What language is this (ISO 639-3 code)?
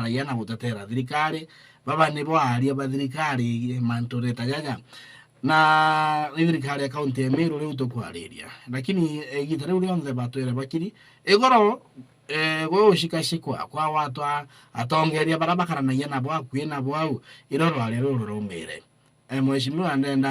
mer